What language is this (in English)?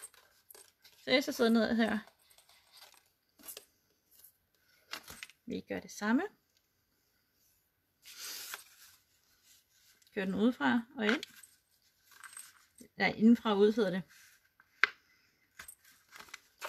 Danish